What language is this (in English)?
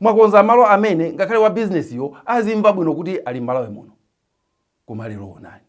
Nyanja